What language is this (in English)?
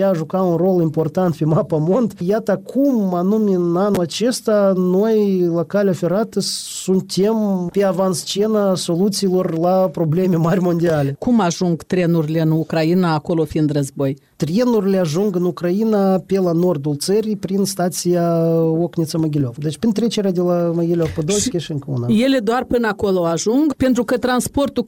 Romanian